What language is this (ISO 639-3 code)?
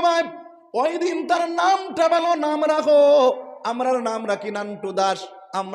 syl